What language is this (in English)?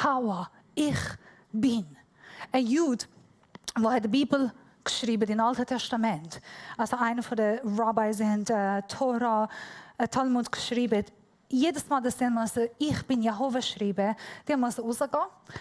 Swiss German